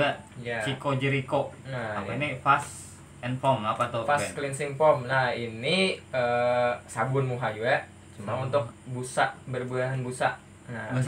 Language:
Banjar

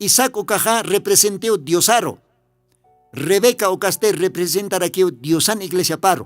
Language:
Aymara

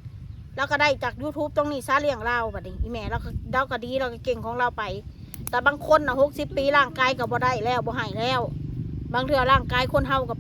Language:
Northeastern Thai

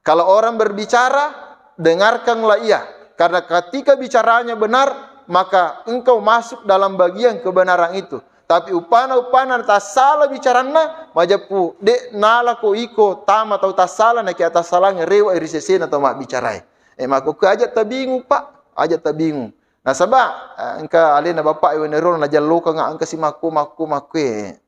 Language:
Buginese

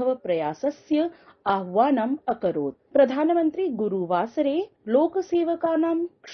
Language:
Sanskrit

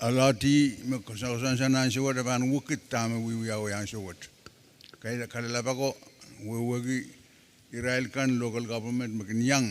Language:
Pohnpeian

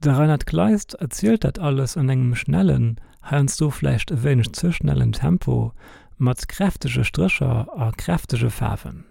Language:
Luxembourgish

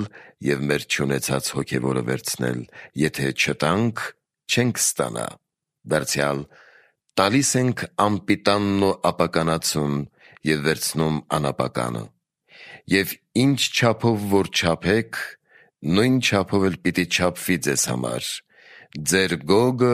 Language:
Armenian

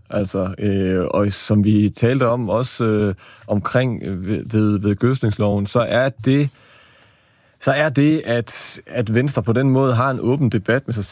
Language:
Danish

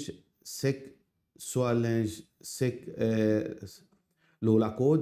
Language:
Morisyen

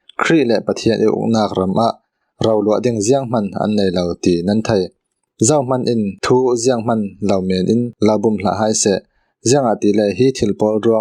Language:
Falam Chin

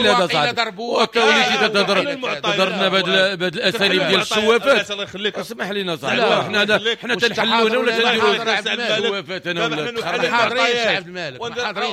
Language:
Moroccan Arabic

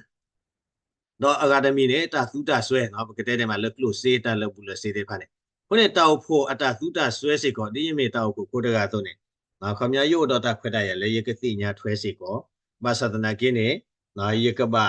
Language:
S'gaw Karen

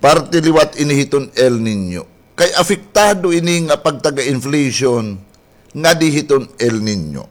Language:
Waray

